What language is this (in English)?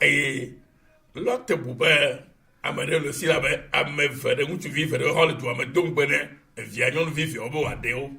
Ewe